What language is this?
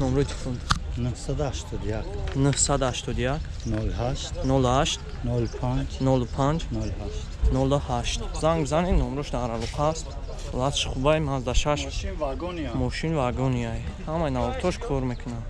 Tajik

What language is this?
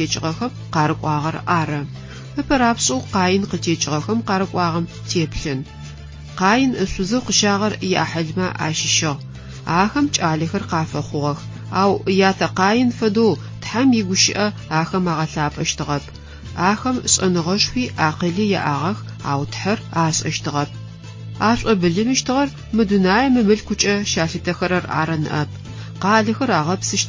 Adyghe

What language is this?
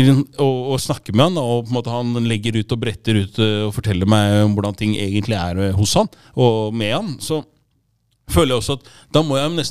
Norwegian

